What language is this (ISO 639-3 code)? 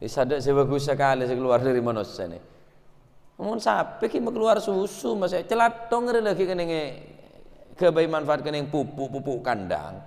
mad